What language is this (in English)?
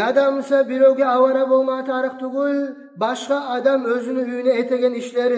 Kumyk